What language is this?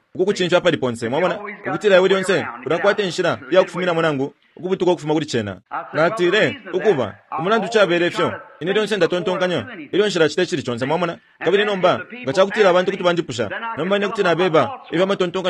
Bemba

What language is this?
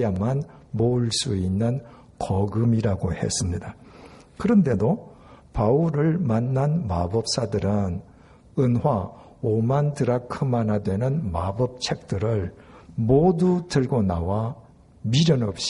Korean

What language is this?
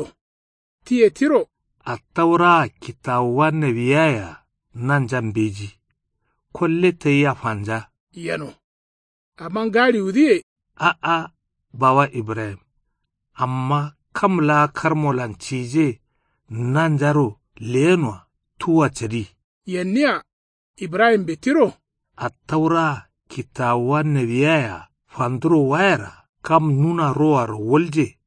Kanuri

